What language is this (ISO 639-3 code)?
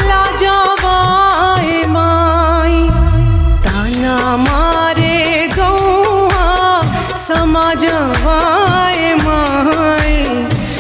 bho